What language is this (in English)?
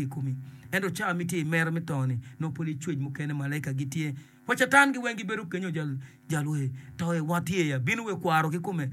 Acoli